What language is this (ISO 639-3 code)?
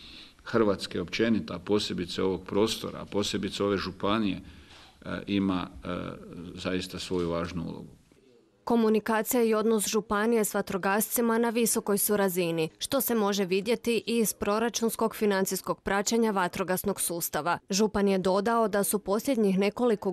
hrv